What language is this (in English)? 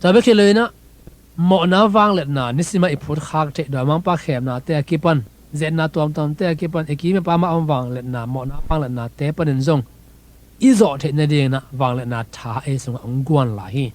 Tedim Chin